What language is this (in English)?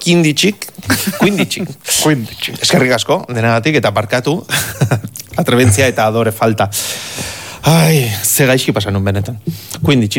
Basque